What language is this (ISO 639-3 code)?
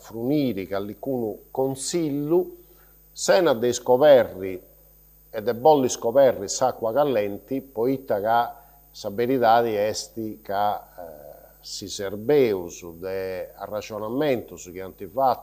srd